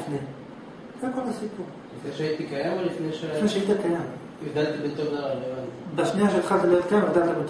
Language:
Hebrew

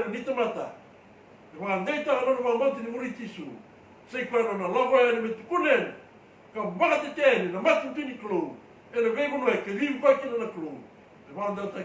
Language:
Fijian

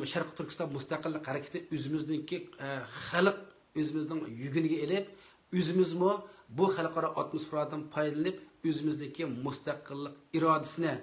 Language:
Uyghur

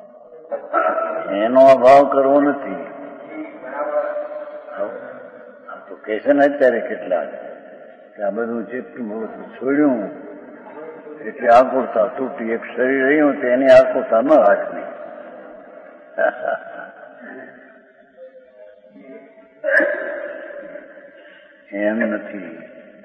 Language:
Gujarati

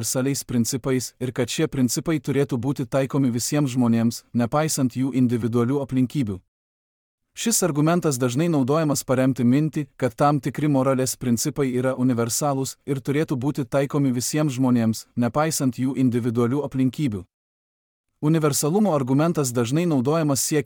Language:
Lithuanian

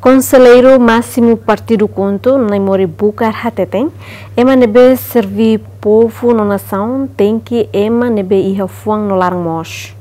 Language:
Tetum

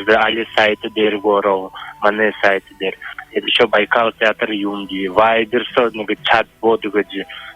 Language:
Buriat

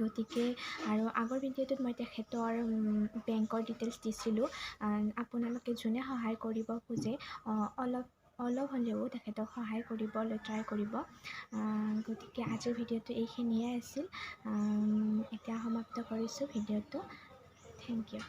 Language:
Assamese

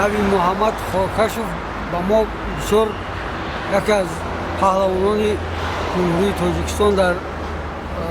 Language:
Tajik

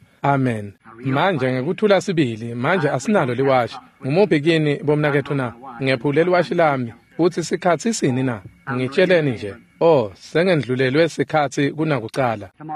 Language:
Swati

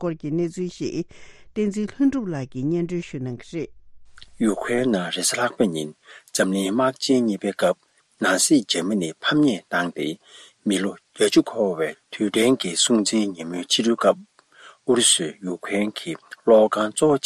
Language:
Tibetan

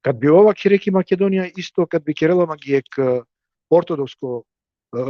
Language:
Balkan Romani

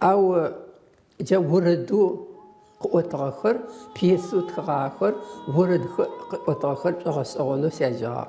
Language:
Adyghe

